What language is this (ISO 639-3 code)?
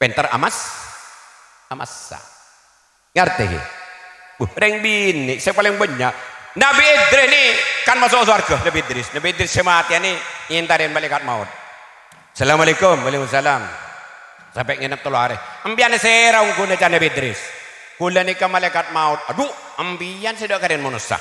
mad